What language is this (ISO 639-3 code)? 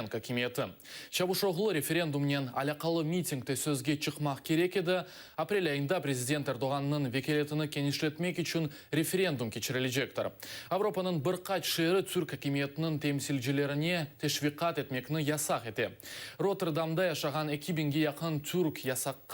crh